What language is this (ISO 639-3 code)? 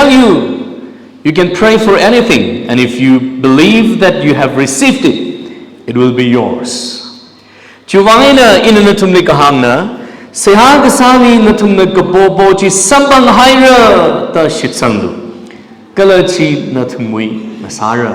nmf